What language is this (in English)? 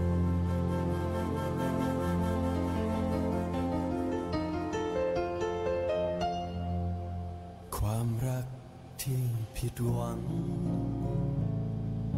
Thai